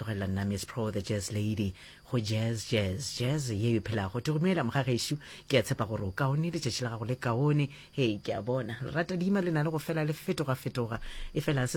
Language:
Northern Sotho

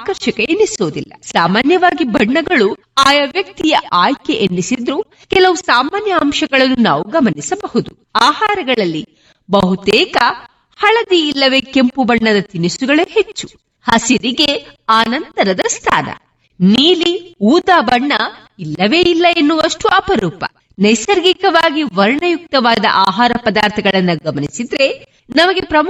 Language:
Kannada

